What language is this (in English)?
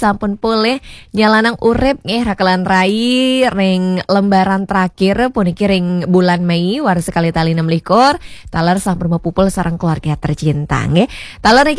Balinese